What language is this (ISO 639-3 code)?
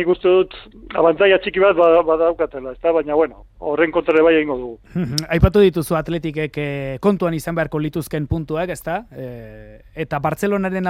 eus